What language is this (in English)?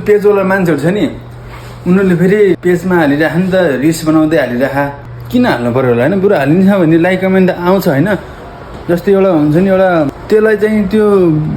Nepali